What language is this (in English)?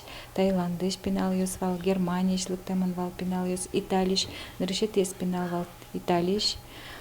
Udmurt